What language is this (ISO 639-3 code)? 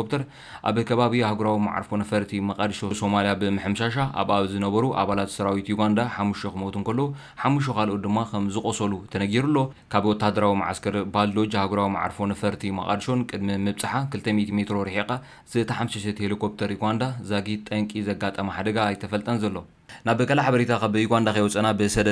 tir